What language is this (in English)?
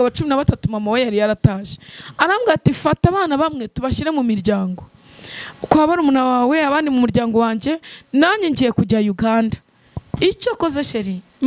Kinyarwanda